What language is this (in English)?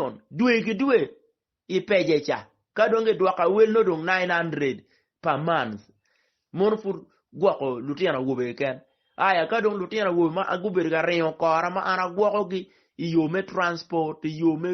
Acoli